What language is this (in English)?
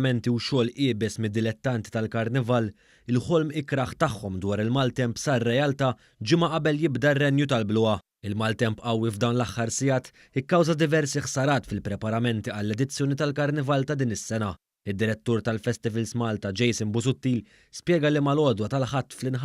Maltese